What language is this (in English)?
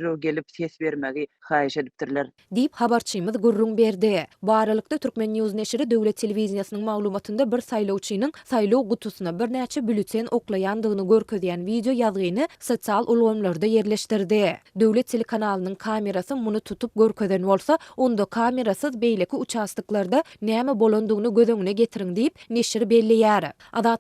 Turkmen